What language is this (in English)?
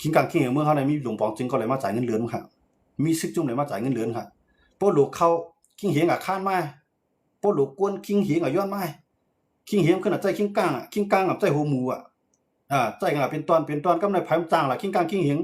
Shan